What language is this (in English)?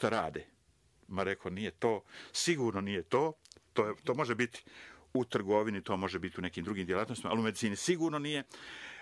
Croatian